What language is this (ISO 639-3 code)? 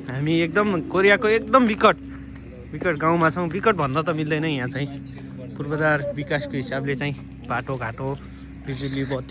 nep